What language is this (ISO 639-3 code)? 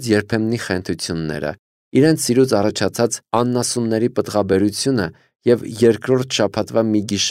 hye